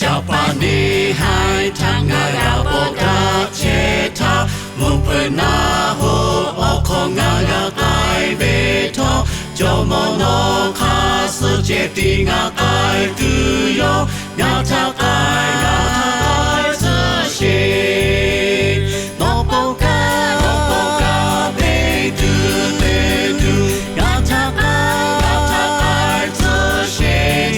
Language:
Lahu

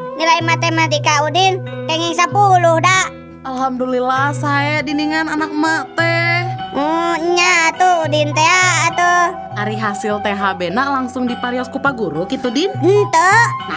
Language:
Sundanese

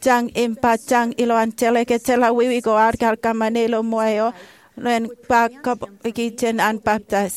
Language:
Marshallese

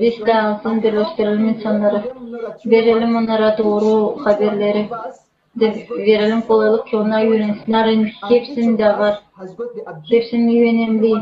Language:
Gagauz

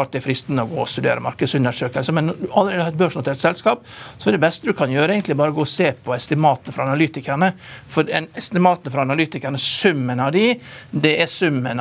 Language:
Norwegian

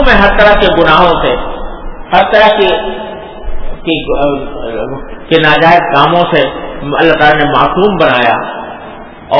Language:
Urdu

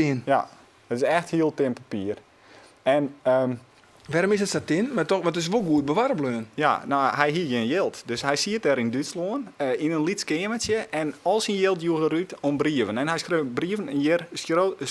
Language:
Western Frisian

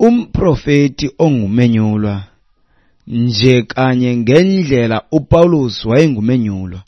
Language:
Xhosa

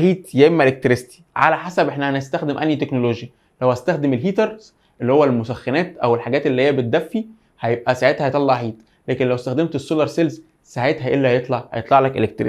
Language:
Egyptian Arabic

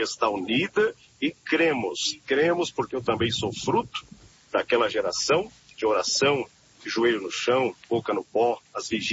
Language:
Portuguese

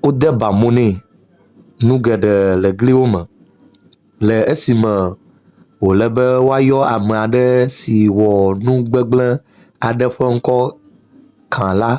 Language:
Ewe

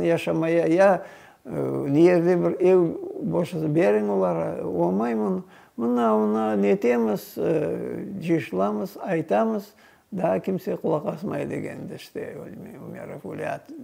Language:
Crimean Tatar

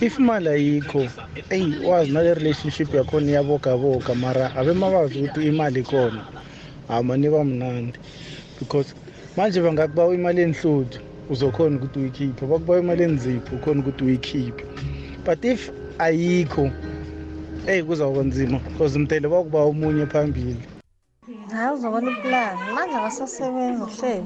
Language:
South Ndebele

